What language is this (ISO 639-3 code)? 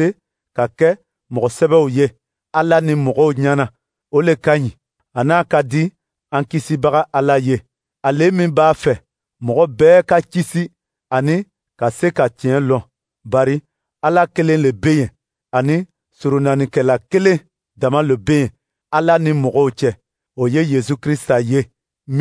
dyu